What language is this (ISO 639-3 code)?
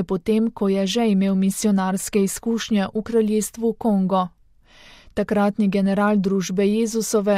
slv